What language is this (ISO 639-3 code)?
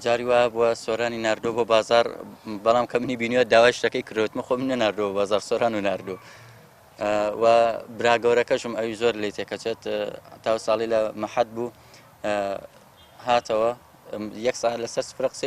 ckb